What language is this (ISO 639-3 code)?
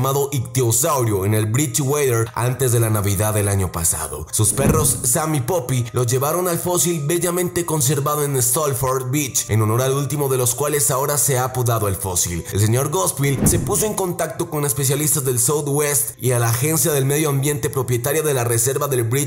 spa